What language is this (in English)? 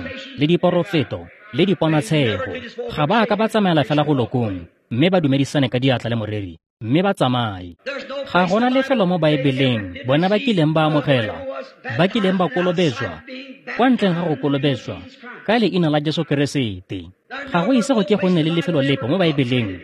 Tswana